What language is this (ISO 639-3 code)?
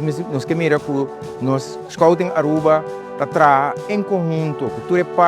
pap